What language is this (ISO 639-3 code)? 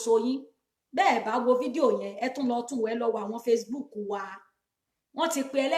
yor